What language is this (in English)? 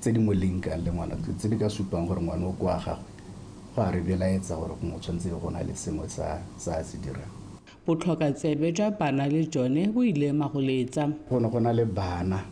Tswana